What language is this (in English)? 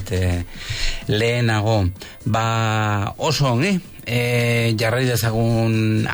Basque